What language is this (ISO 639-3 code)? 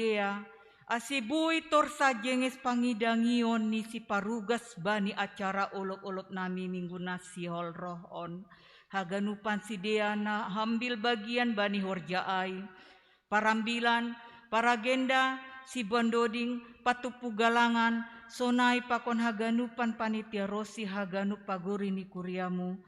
bts